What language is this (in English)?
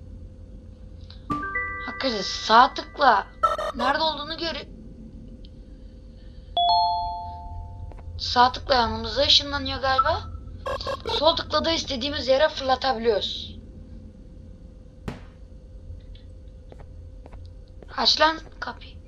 Turkish